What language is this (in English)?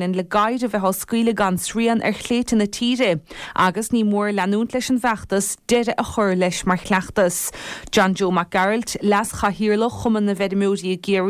Irish